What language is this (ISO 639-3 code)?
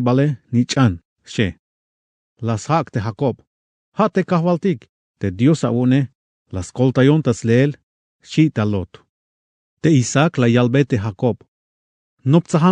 tzh